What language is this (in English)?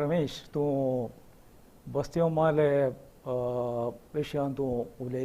Konkani